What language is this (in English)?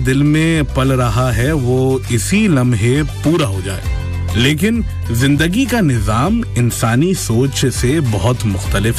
Urdu